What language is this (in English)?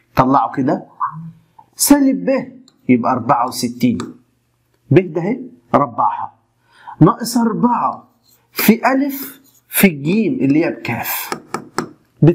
Egyptian Arabic